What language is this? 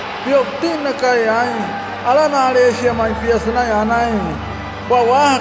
Wayuu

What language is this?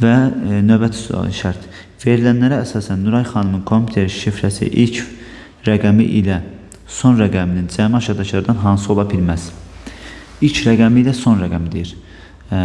Azerbaijani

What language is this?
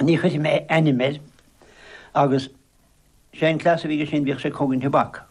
Irish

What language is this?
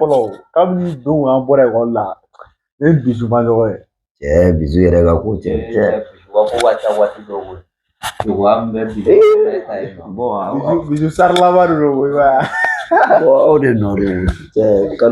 Bambara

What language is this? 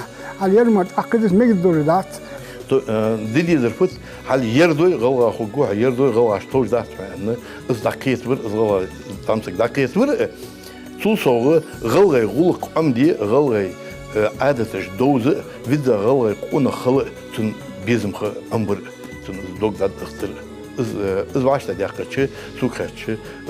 Ingush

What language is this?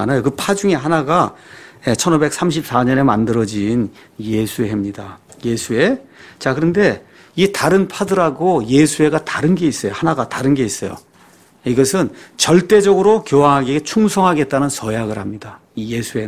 Korean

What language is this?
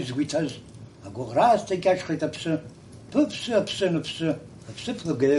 Abkhazian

